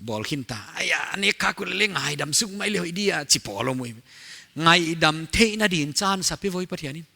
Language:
Paite Chin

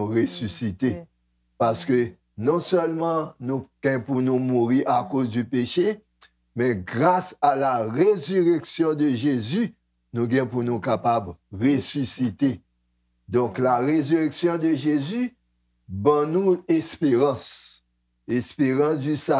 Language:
Haitian Creole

